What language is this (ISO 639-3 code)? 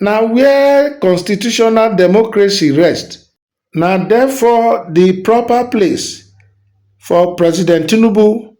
pcm